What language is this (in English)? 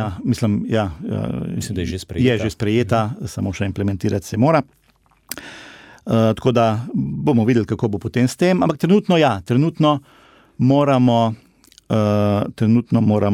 Slovenian